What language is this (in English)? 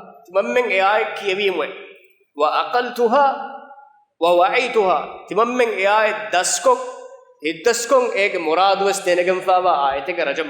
Divehi